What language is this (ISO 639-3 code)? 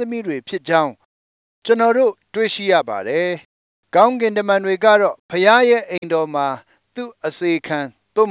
mya